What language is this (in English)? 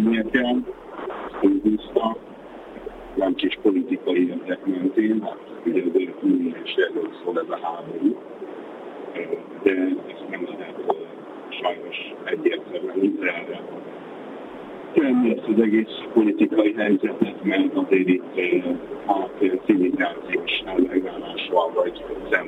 Hungarian